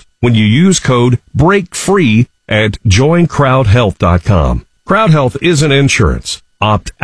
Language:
English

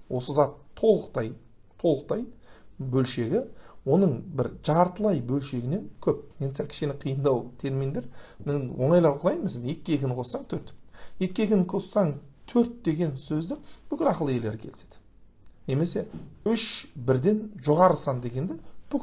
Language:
Kazakh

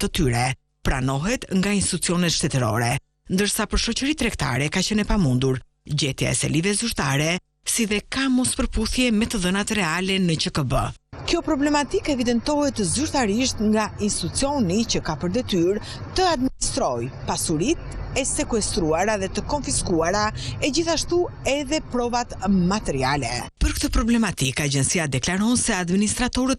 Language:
Albanian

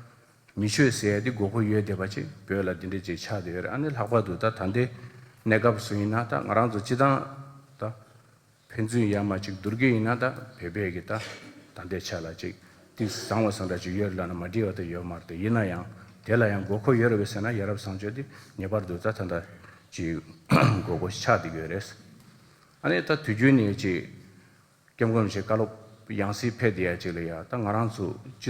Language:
Tibetan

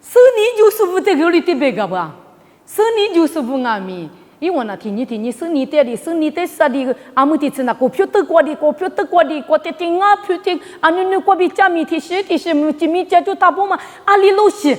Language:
Lisu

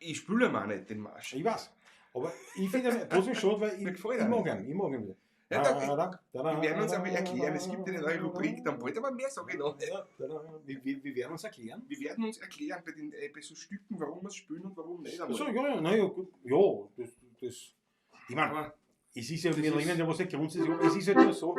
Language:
Bavarian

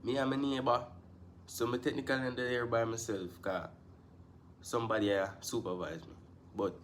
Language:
Jamaican Creole English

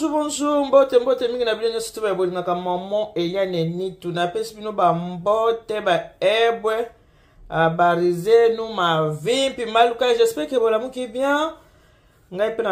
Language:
Lingala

